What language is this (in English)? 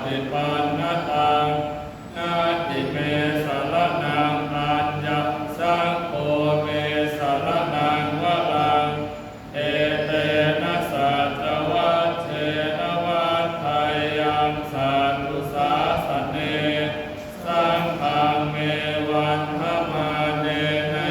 Pali